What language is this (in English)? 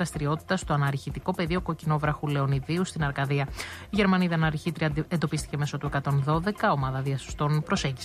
Greek